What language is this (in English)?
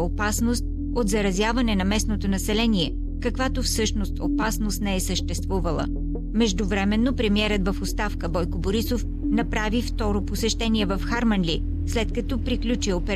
Bulgarian